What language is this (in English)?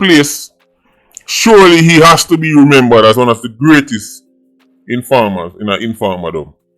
Jamaican Creole English